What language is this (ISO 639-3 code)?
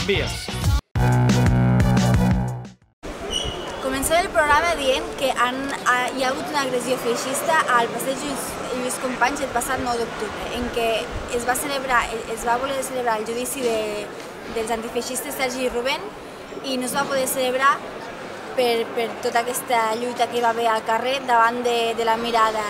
cat